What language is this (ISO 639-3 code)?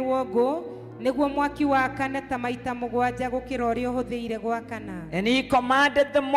kik